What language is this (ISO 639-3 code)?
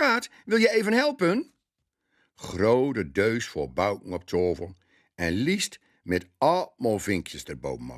gos